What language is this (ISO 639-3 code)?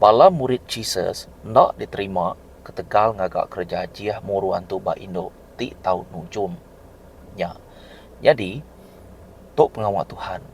iba